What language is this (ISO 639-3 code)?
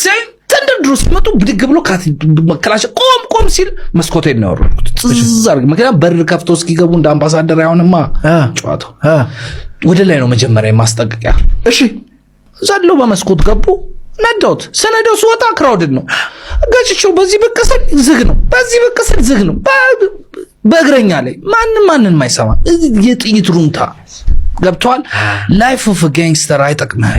amh